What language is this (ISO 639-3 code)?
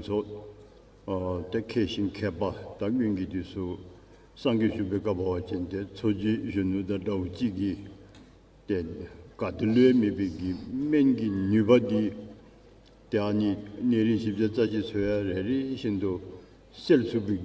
dzo